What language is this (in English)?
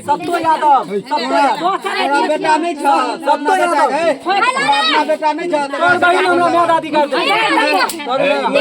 Maithili